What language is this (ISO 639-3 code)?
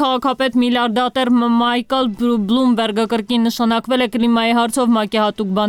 hye